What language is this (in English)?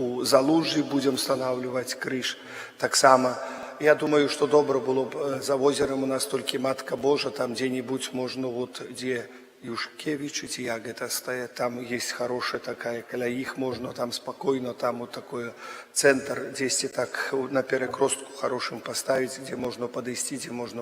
Belarusian